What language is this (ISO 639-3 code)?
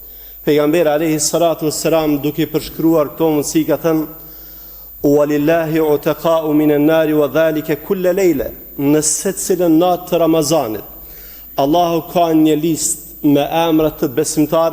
sqi